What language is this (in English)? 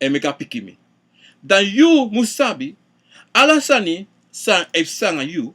Sranan Tongo